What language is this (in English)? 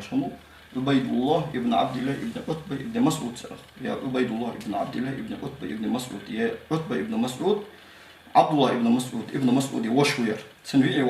Ingush